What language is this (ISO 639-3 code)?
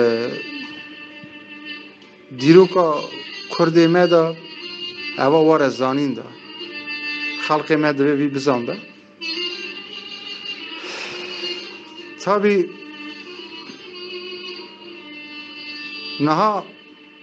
kur